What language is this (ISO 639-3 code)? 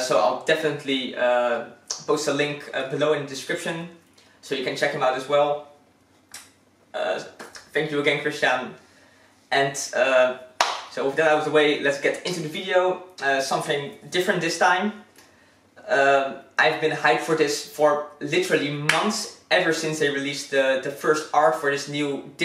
eng